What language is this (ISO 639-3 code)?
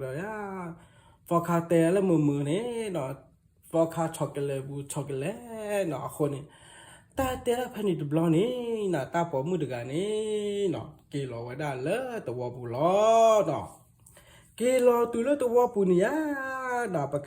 ksw